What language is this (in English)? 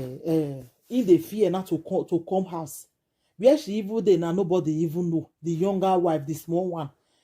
Nigerian Pidgin